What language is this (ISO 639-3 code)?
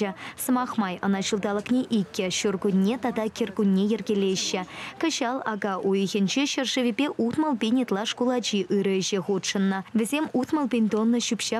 chv